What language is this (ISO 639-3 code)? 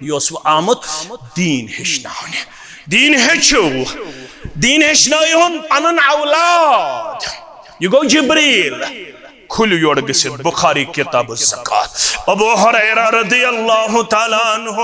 kas